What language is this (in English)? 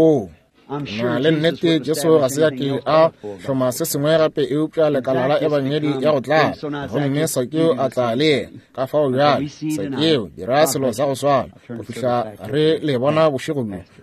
Northern Sotho